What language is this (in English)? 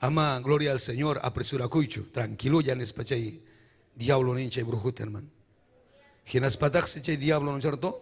Ayacucho Quechua